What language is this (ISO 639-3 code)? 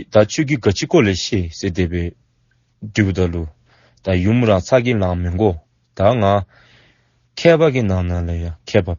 dzo